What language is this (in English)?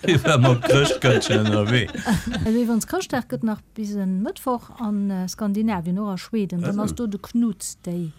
Luxembourgish